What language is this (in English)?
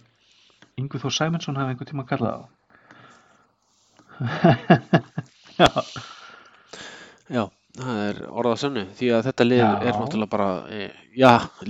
Icelandic